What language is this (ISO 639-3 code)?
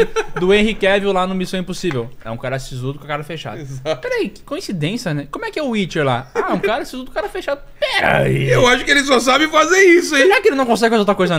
por